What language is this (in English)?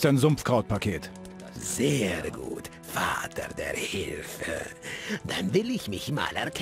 Bavarian